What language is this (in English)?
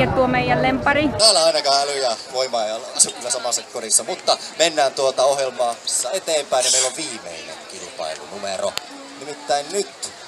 Finnish